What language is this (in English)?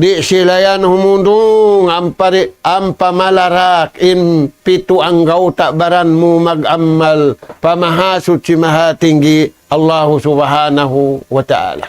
Tausug